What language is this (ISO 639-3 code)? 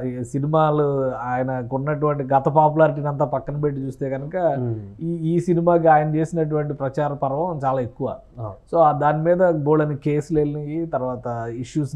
tel